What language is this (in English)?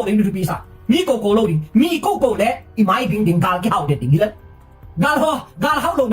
Tedim Chin